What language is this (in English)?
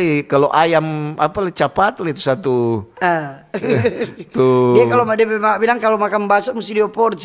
Manado Malay